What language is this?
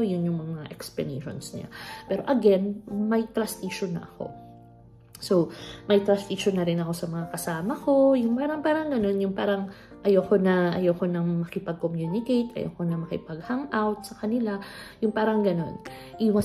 Filipino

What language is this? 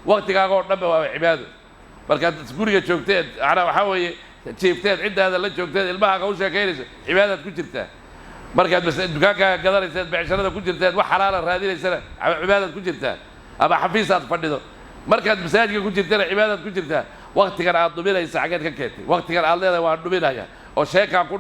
Somali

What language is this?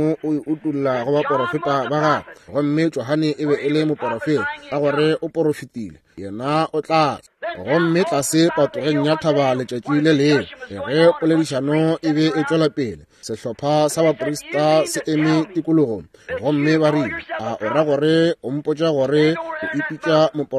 Northern Sotho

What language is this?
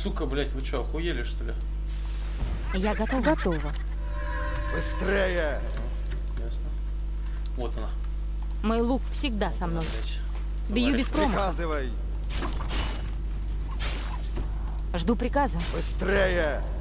Russian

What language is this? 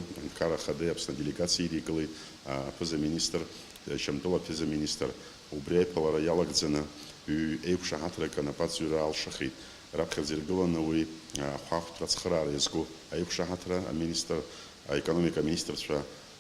Abkhazian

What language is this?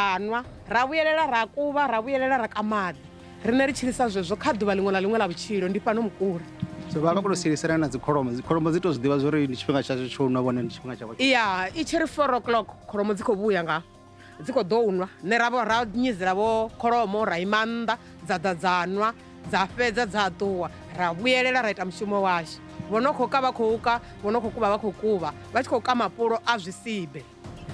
Venda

